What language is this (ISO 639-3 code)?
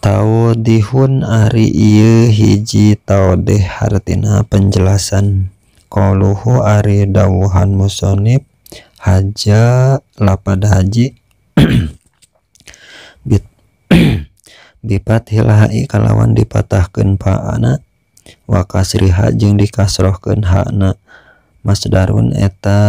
sun